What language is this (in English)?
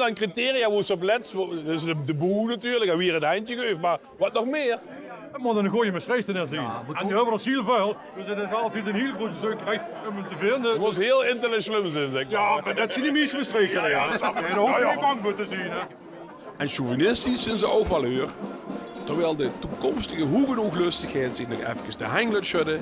Limburgish